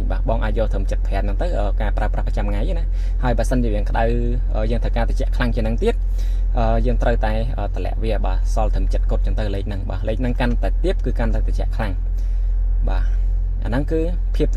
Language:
Khmer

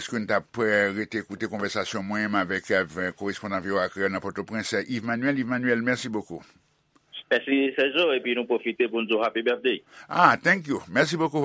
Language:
Haitian Creole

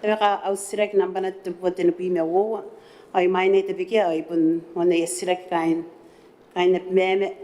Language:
Gilbertese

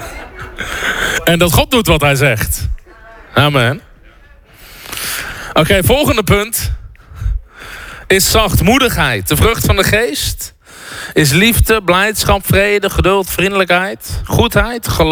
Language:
Dutch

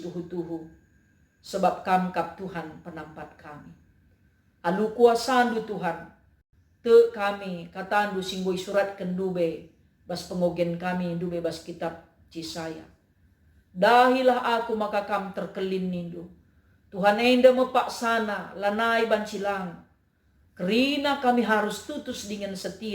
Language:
Batak Karo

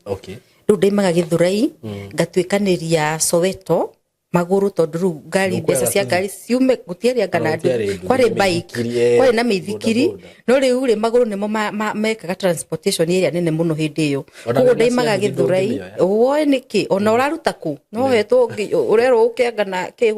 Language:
Kikuyu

